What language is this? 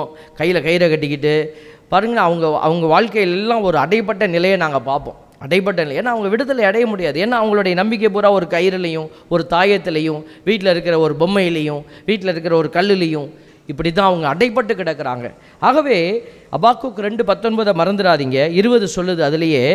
Tamil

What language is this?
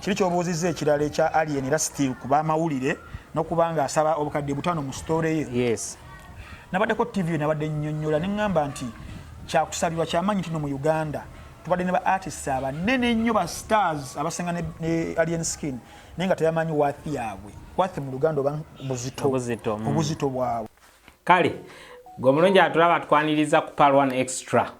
Ganda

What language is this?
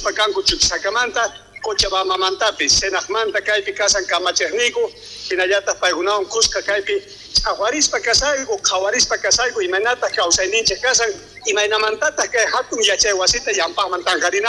South Bolivian Quechua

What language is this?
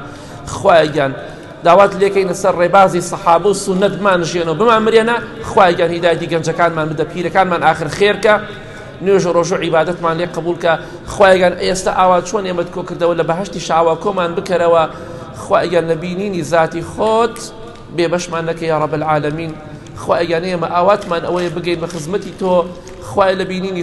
Central Kurdish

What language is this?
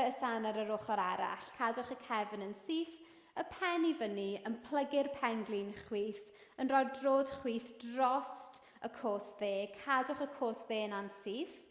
Welsh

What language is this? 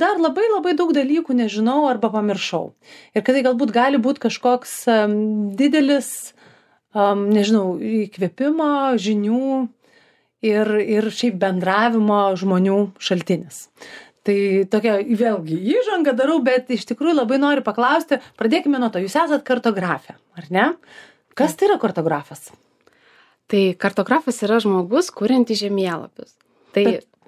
Lithuanian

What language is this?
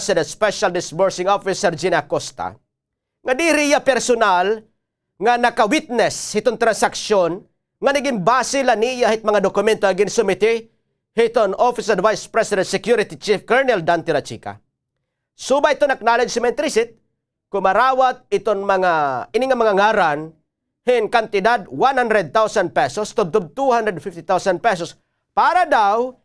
Waray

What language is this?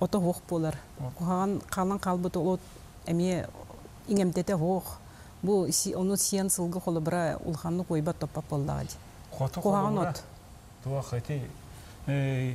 Yakut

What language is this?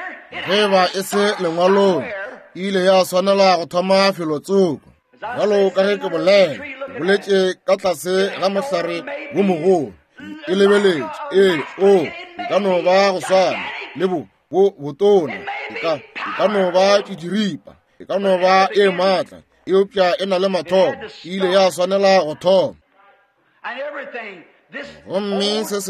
Northern Sotho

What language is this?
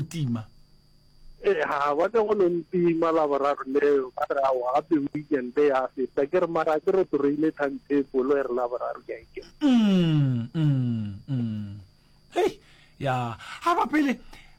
Northern Sotho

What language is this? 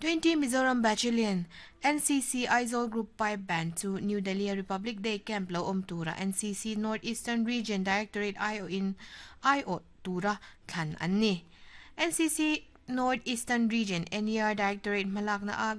Mizo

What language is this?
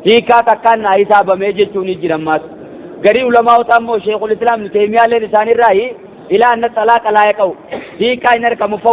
Oromo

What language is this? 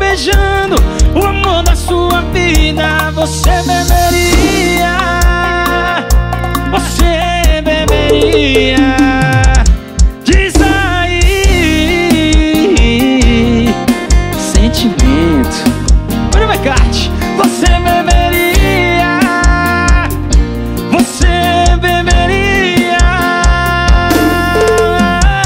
Portuguese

